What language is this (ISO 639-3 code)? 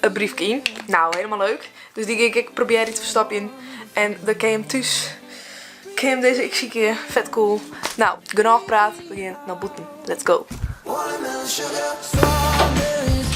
fry